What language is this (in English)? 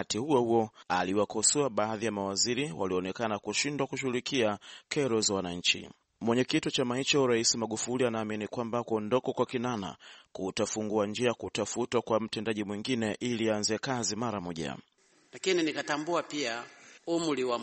Swahili